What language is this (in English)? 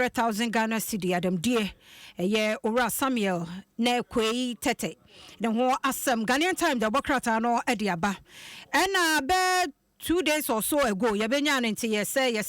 Akan